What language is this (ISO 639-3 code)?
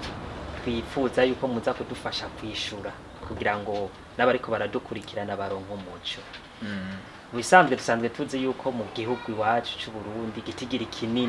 run